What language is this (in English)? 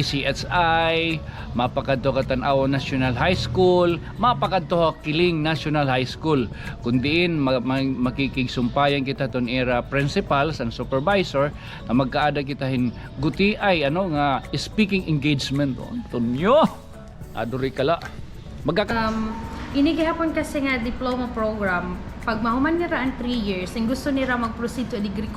Waray